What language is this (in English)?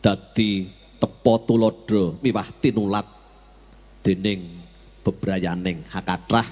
Javanese